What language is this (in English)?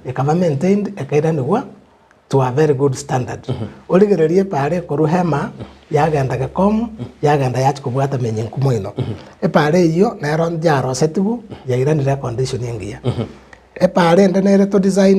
Gusii